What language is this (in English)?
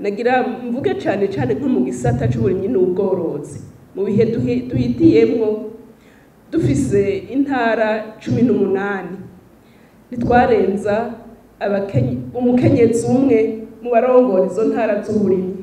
Rundi